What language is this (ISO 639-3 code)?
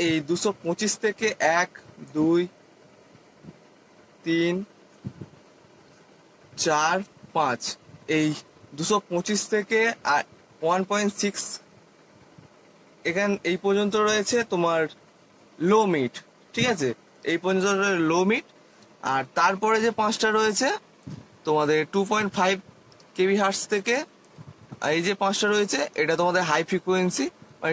ben